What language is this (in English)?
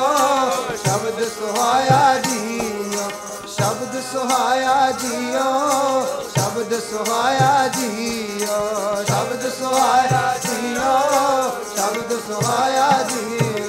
Punjabi